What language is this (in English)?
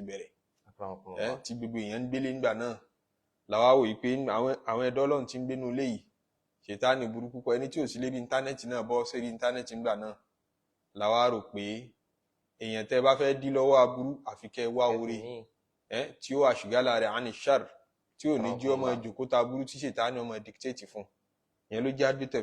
Yoruba